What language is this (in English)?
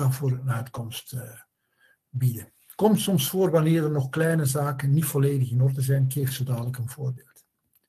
Dutch